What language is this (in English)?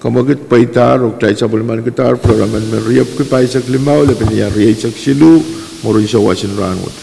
Pohnpeian